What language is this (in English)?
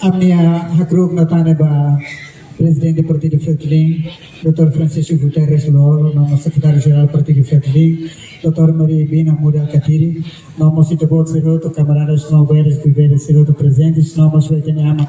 Tetum